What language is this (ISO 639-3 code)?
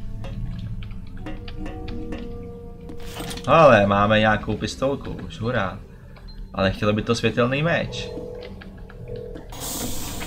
ces